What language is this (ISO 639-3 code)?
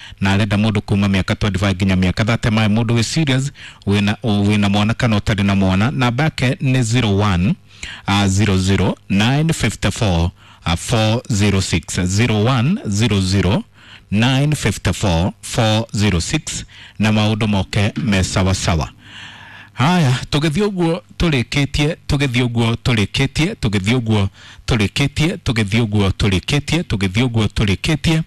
kik